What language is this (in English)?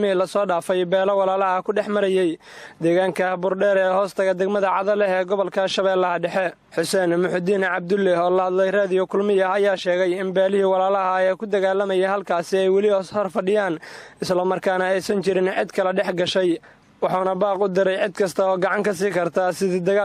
Somali